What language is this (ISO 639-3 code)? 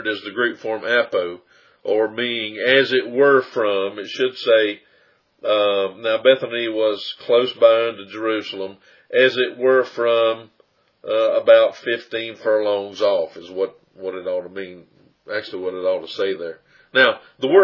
eng